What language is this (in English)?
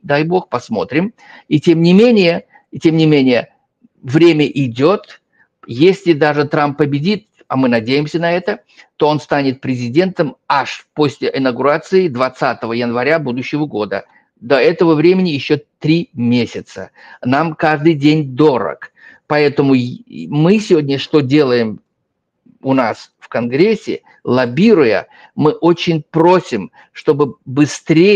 Russian